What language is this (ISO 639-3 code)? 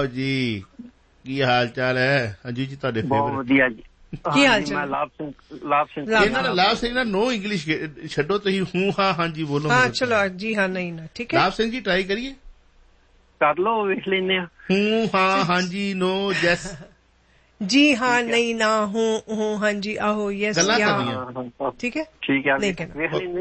pan